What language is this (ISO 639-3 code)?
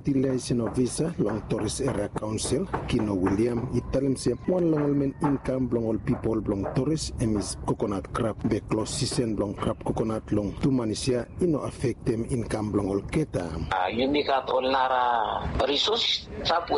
bis